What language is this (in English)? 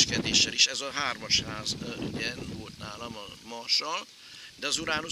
Hungarian